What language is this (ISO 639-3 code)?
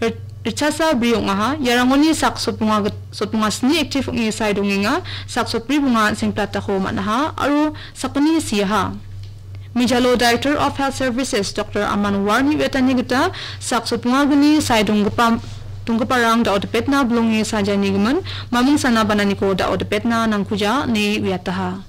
grt